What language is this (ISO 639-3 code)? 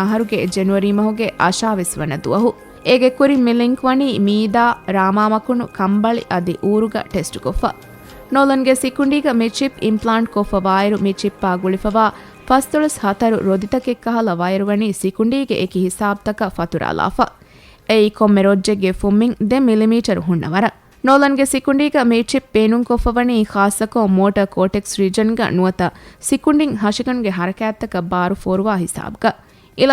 div